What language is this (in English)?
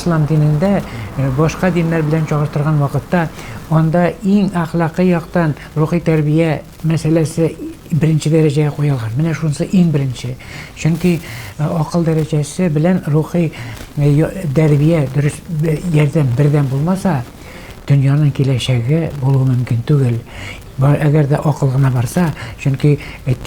Tatar